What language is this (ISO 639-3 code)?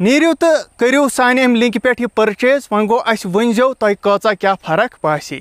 kas